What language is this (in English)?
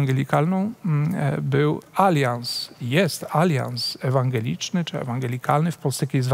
Polish